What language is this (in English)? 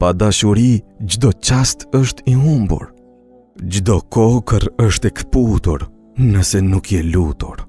Albanian